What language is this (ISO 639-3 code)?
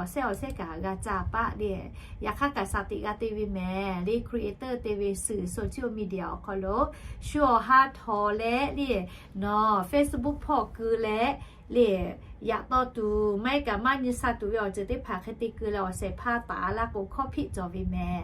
lhu